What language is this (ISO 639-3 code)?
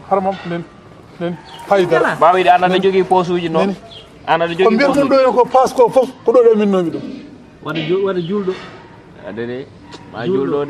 ful